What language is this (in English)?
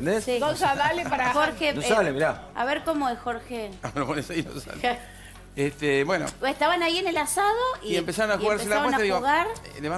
Spanish